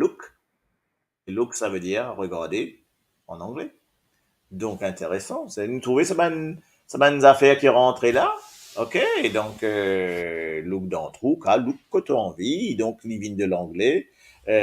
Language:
Morisyen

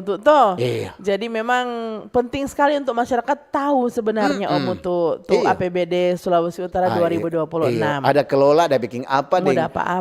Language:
Manado Malay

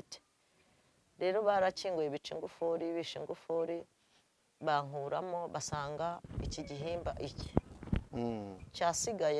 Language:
Kinyarwanda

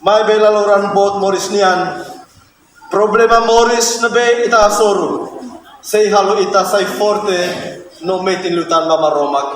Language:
Tetum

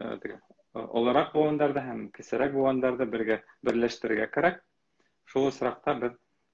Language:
Bashkir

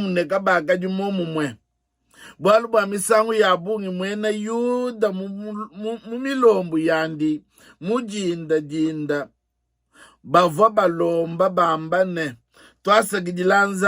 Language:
Luba-Lulua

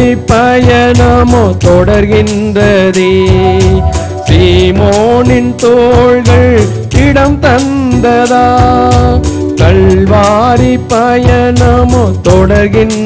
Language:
Tamil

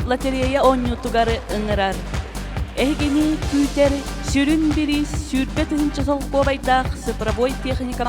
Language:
Yakut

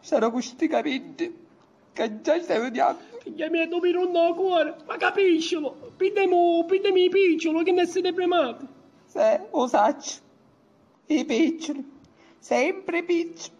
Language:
Sicilian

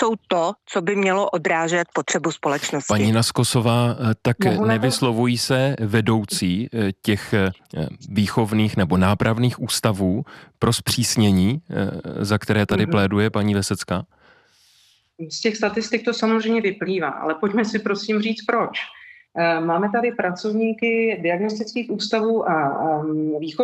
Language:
Czech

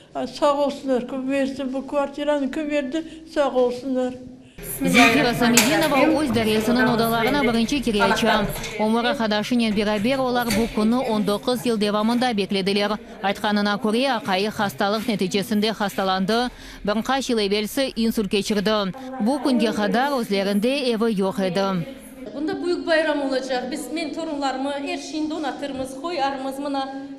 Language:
Crimean Tatar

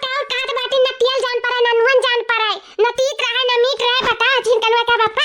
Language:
Awadhi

